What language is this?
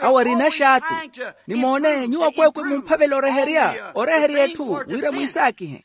Makhuwa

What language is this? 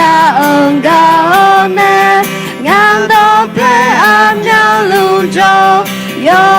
Akha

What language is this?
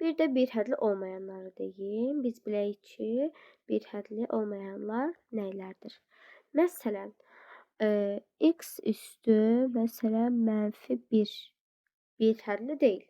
Azerbaijani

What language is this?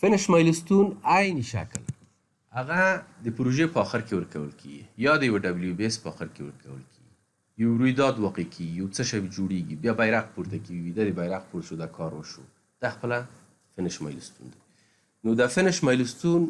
Pashto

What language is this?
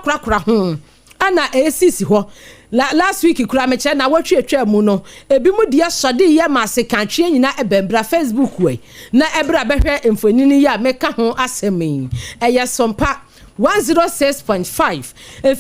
Akan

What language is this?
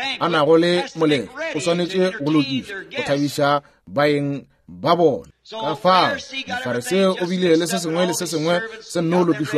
Northern Sotho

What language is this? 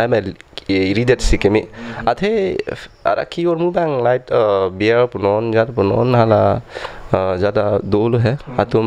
Karbi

